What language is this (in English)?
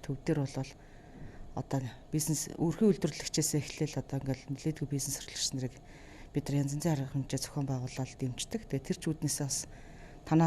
Mongolian